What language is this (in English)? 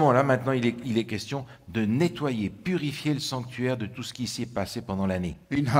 Tahitian